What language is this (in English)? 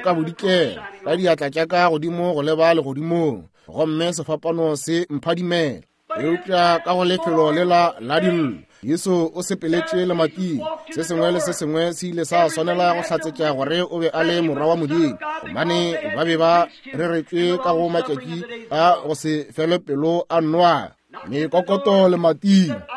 Northern Sotho